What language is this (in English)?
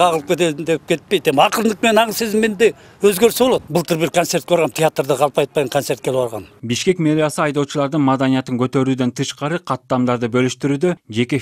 Kyrgyz